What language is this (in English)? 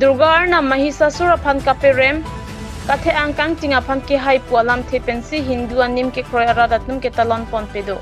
Karbi